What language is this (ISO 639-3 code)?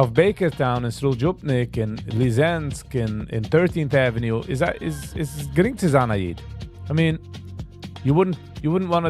yid